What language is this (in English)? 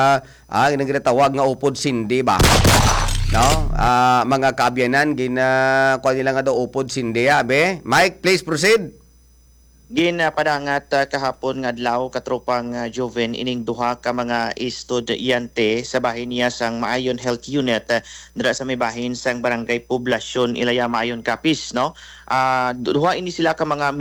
Hiligaynon